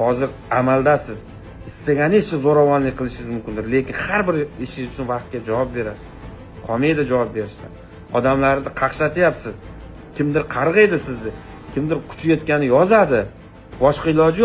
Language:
Uzbek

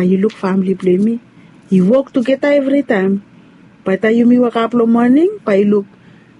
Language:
Bislama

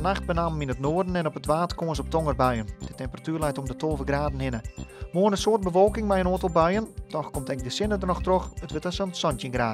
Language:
Western Frisian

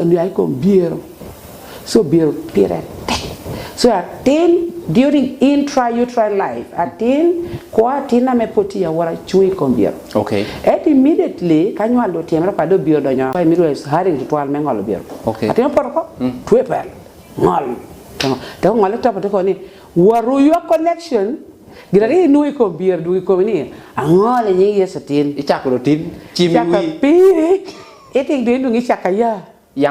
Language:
Lango (Uganda)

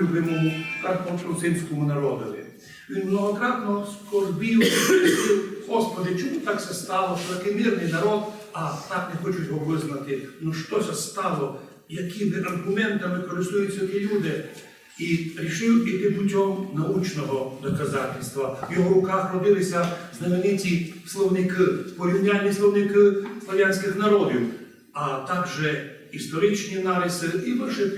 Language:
Rusyn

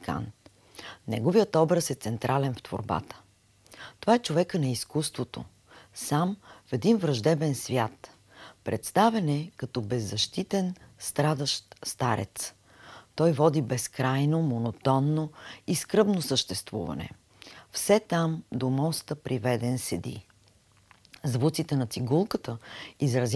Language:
Bulgarian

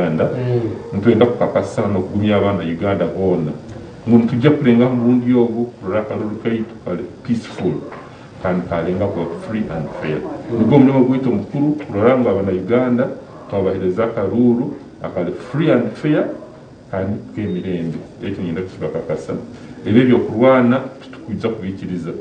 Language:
Nyankole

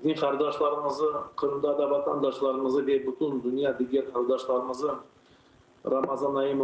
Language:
Crimean Tatar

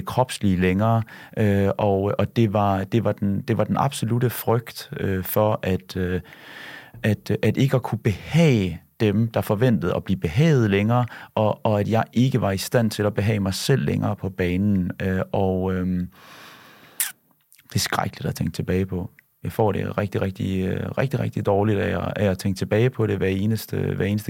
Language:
Danish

